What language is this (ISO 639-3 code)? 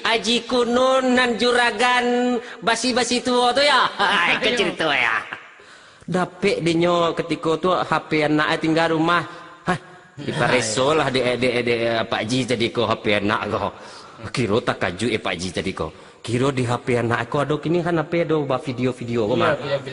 min